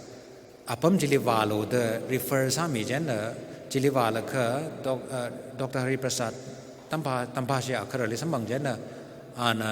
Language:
Tangkhul Naga (India)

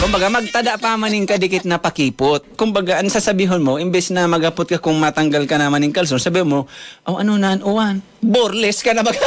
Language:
Bikol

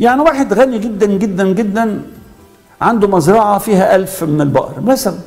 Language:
Egyptian Arabic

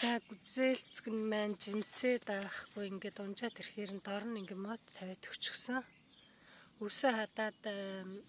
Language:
Mongolian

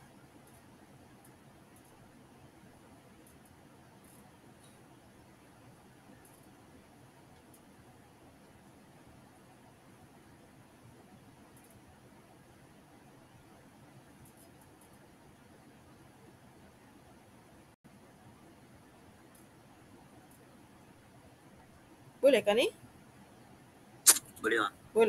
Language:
Malay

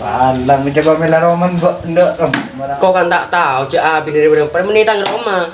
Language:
Madurese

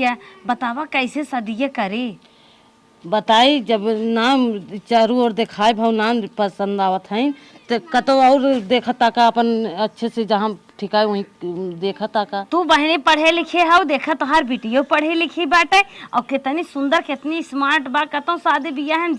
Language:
Awadhi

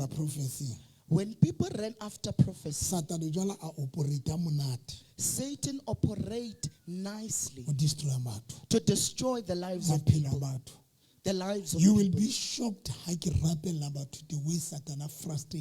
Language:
Southern Sotho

